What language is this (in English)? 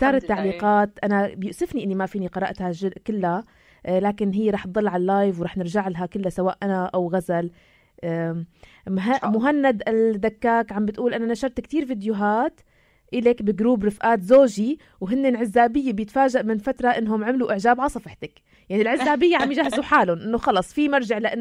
North Levantine Arabic